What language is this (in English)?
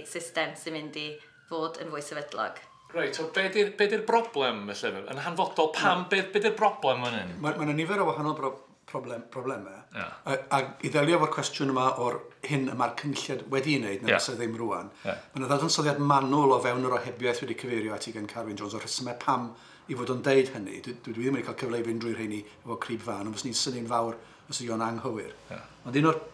Welsh